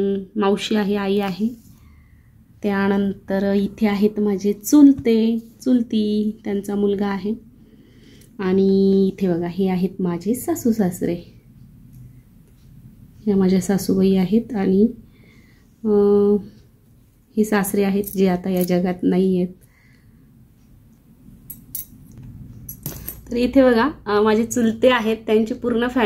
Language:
Marathi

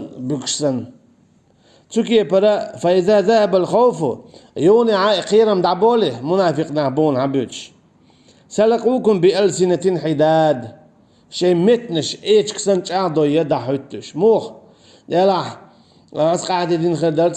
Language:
Chechen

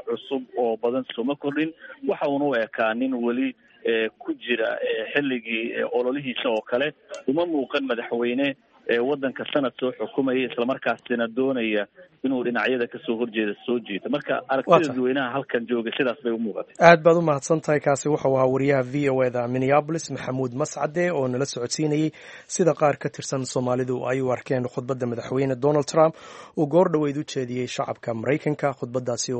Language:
Somali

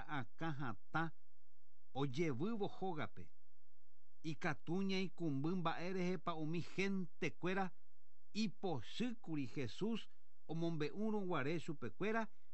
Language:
Guarani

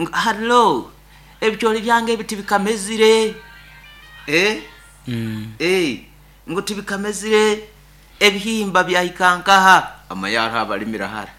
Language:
Nyankole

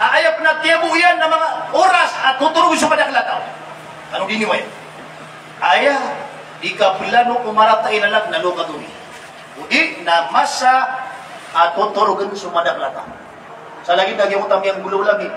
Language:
Maranao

